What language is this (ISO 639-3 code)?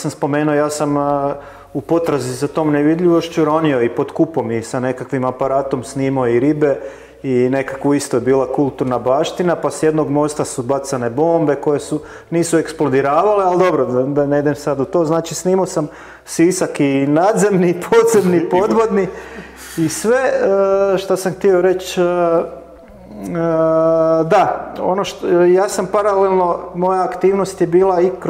hrv